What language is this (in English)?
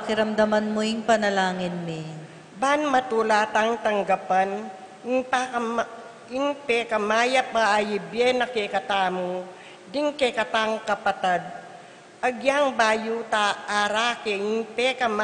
Pampanga